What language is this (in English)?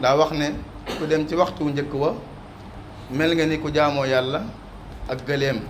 Wolof